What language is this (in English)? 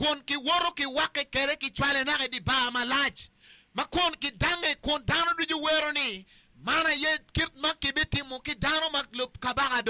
Acoli